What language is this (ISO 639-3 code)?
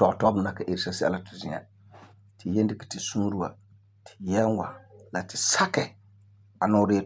gur